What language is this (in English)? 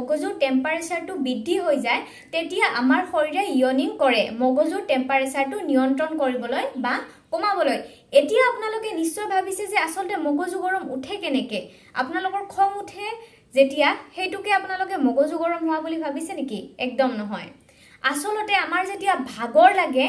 Assamese